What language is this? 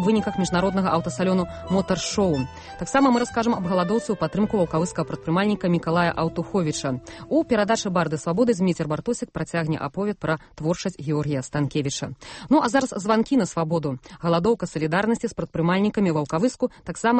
Belarusian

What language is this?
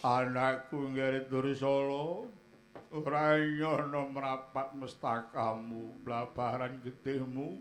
Javanese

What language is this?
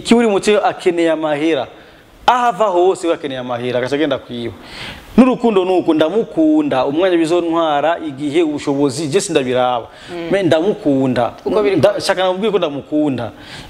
Rundi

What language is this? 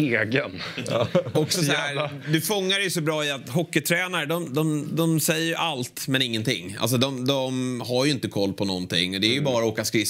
Swedish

